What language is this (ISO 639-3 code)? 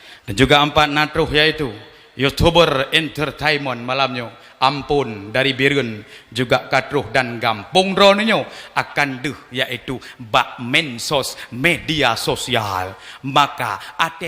ace